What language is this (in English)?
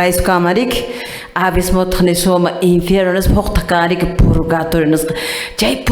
Quechua